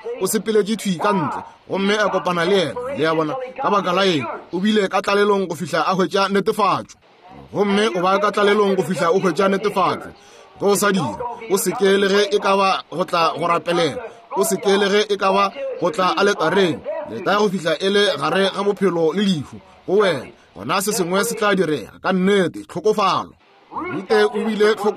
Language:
Northern Sotho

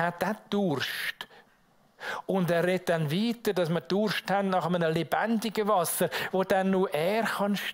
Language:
Swiss German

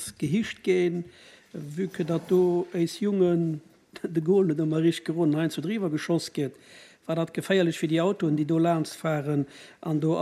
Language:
Luxembourgish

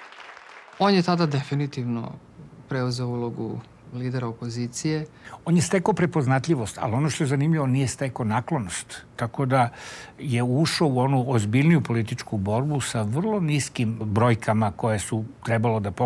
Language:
Serbian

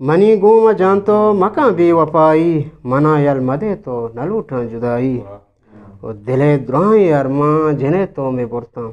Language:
Eastern Balochi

